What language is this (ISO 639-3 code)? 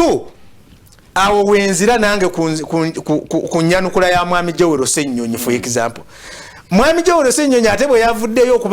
lug